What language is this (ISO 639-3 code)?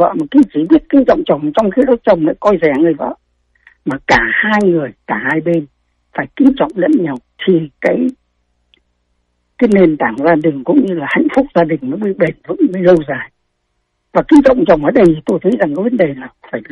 vie